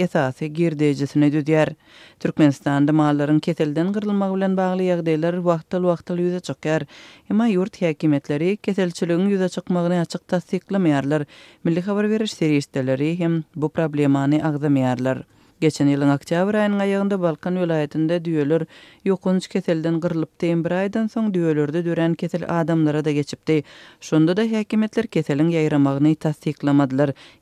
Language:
Turkmen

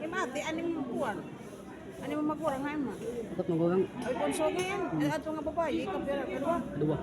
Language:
Waray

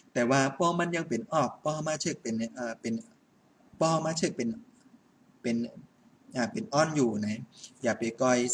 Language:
Shan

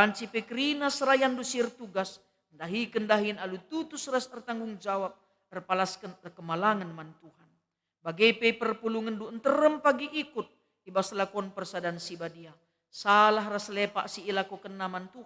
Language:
Batak Karo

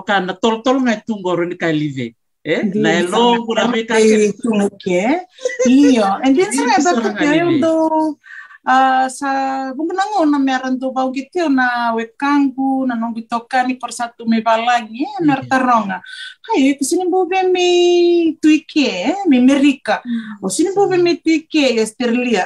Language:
Fijian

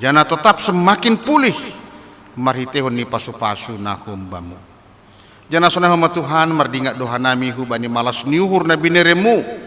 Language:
Batak Simalungun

